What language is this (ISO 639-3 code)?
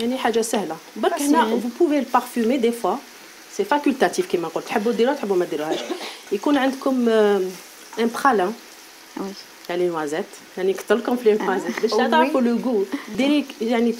arq